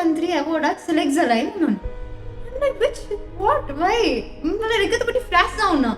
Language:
Konkani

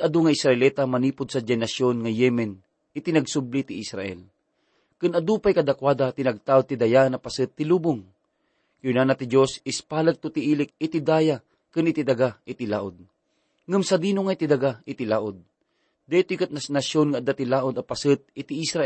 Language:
Iloko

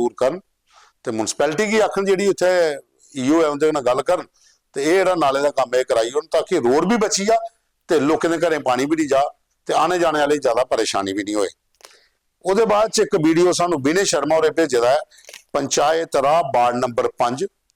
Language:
Dogri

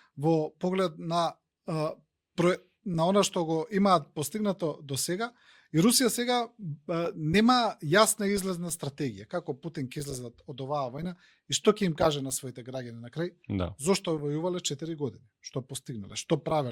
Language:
Macedonian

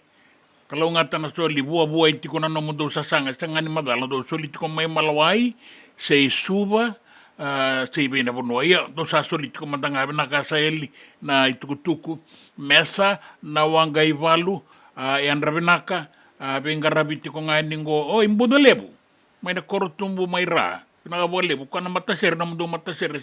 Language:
Fijian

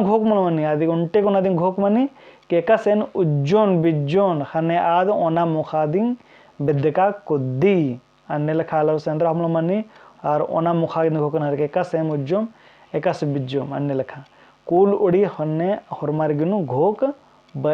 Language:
Kurukh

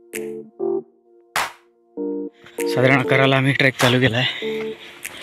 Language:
Marathi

